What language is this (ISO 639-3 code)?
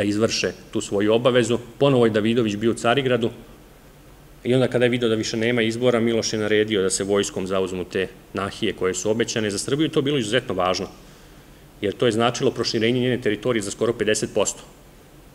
srp